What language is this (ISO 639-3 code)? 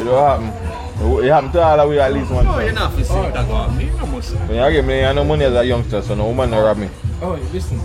jam